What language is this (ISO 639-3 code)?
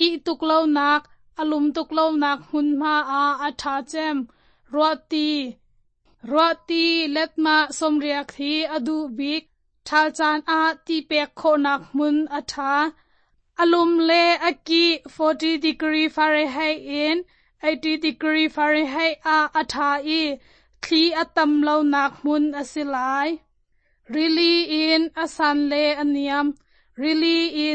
cnh